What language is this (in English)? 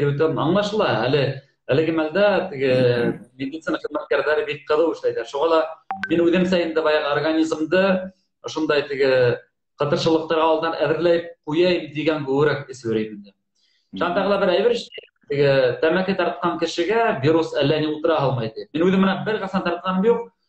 Bashkir